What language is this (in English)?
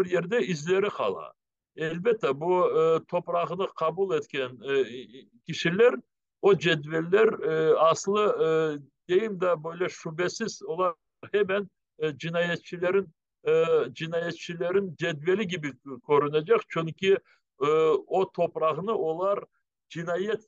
Crimean Tatar